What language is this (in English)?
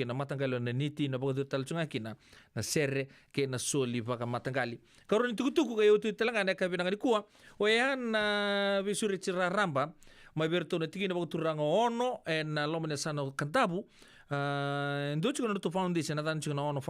Fijian